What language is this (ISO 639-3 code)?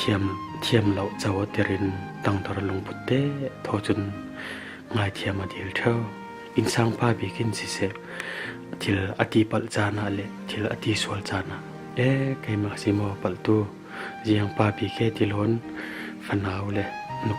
cfm